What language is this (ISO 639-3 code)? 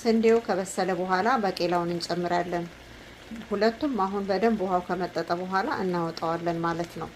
amh